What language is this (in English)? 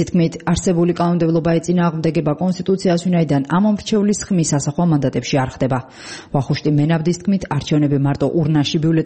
Georgian